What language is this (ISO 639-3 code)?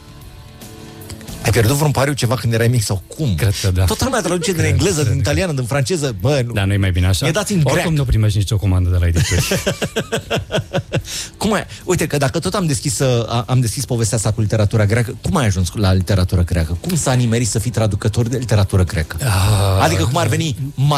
ron